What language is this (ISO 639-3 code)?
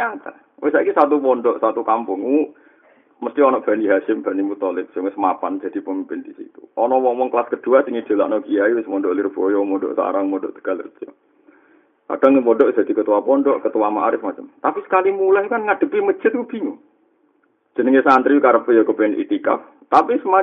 jav